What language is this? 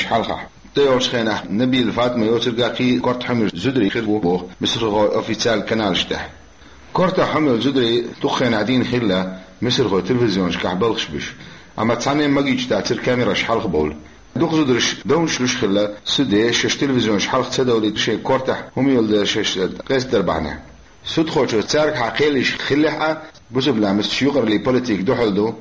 Chechen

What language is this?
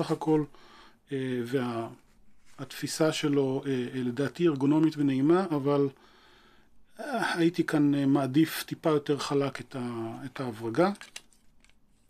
Hebrew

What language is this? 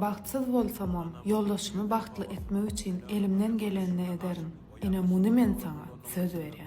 Turkmen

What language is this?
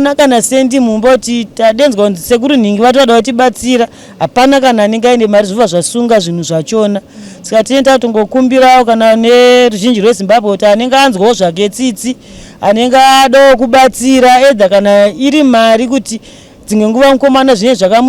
Shona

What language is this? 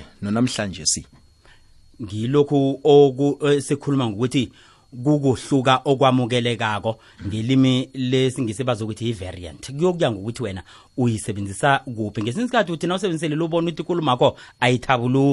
South Ndebele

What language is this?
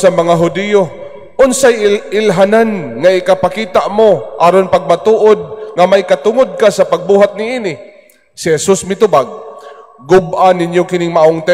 Cebuano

